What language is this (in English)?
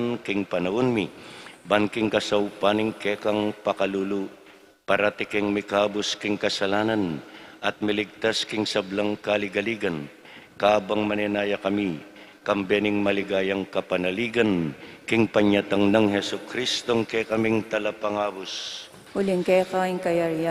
Pampanga